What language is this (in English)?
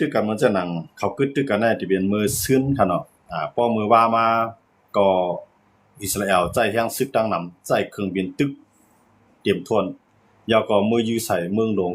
Shan